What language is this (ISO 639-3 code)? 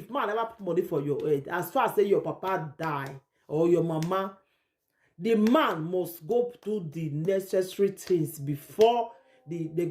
pcm